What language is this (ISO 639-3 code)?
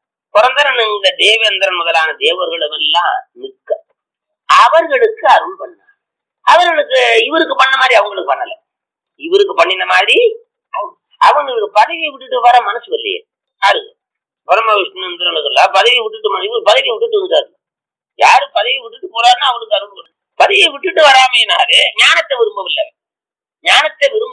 tam